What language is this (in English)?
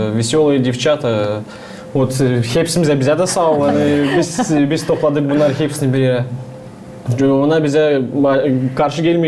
Gagauz